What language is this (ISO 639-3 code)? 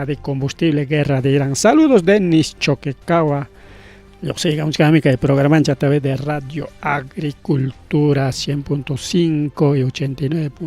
quy